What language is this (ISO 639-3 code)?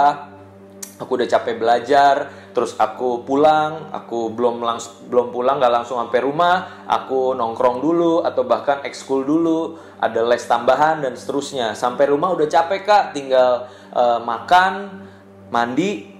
ind